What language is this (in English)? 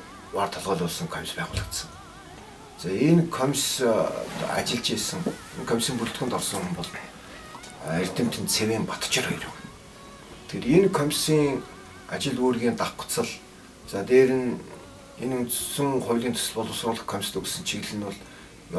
Mongolian